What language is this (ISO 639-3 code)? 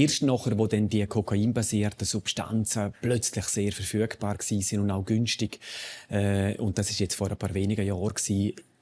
roh